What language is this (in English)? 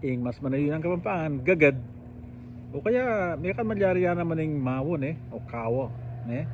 Pampanga